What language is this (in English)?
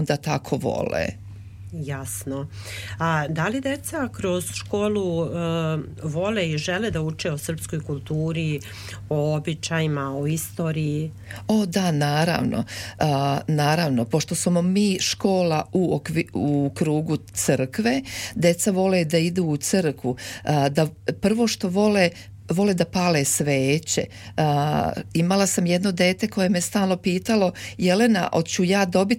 Serbian